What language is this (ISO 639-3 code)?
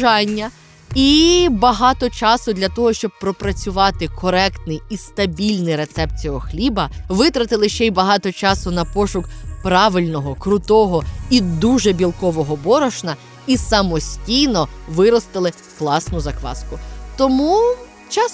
ukr